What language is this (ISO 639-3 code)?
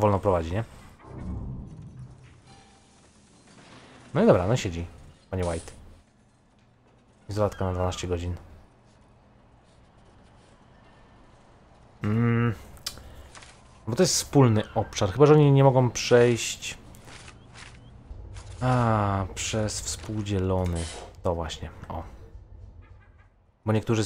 pol